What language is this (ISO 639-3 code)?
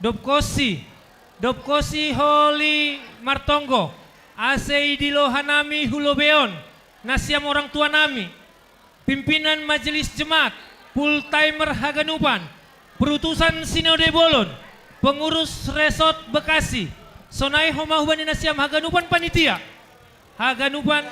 bts